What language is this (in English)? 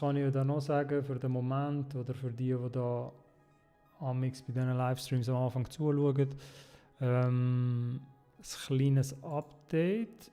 Swiss German